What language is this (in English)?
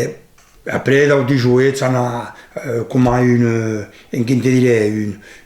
Occitan